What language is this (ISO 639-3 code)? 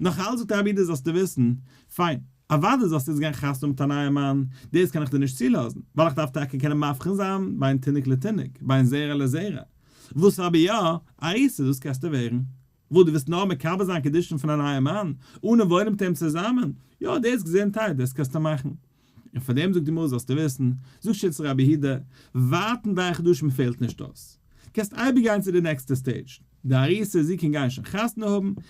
yid